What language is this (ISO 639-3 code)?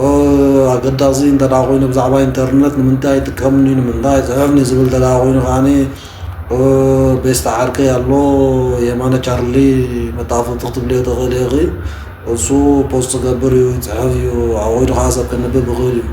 tir